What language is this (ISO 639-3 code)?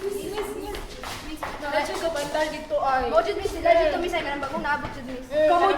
ceb